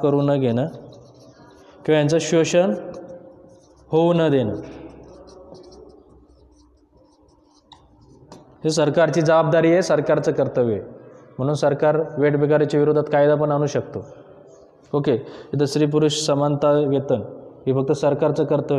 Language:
Marathi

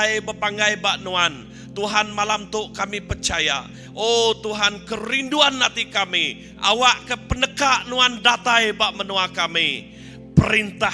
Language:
Iban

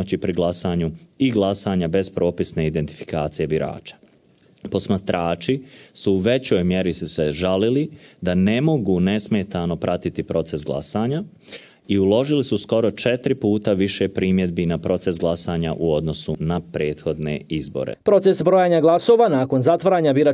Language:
Bosnian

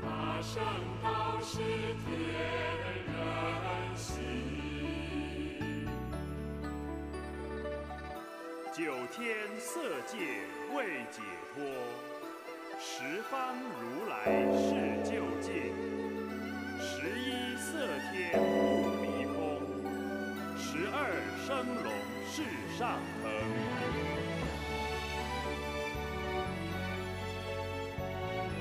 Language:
Chinese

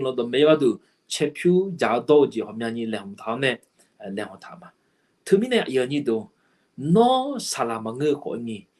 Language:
Akha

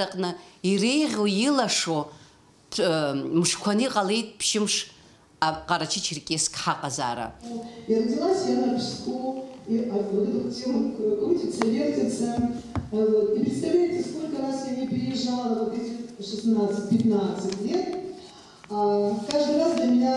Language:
Abkhazian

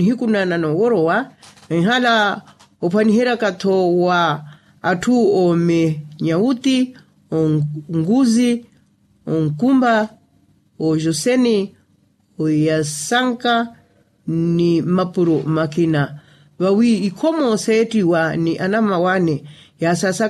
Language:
Makhuwa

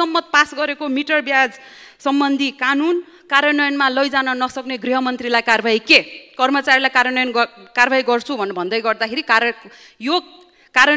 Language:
Nepali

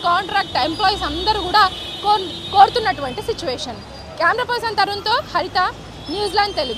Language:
Telugu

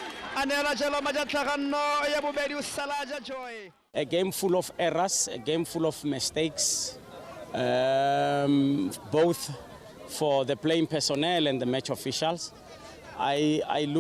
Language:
Tswana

